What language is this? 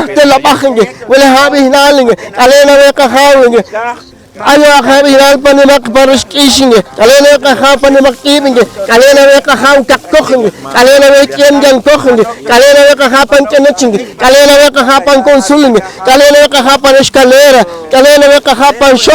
Poqomchi'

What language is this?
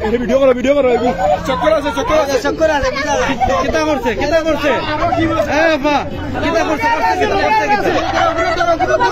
Sylheti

